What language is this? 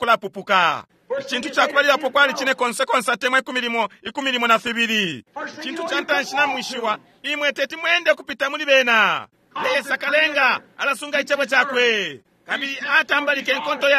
Bemba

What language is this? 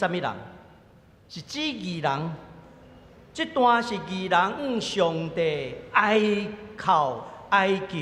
Min Nan Chinese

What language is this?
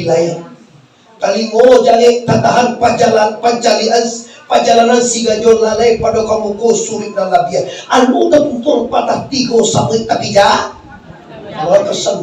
Minangkabau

